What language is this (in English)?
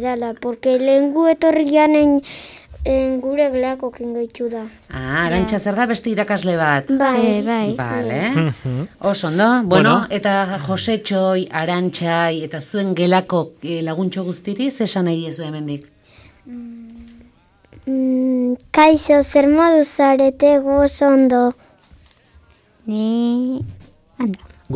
Basque